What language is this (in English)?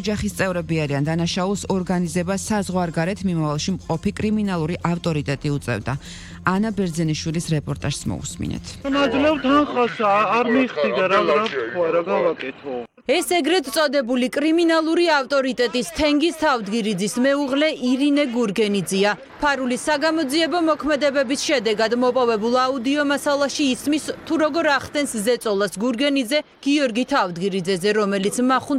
Georgian